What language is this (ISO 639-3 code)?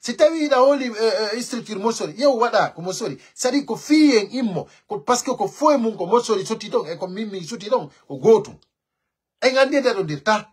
fuf